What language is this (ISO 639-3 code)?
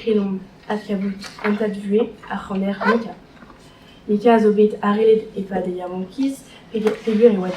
bre